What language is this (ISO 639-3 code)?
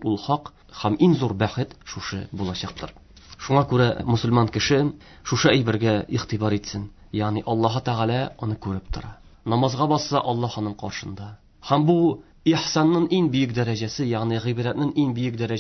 tat